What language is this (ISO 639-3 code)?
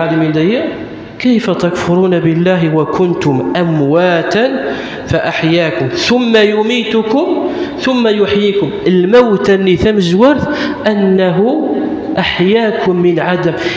kab